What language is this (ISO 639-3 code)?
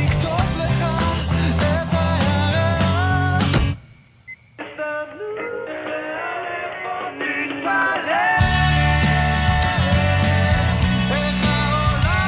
heb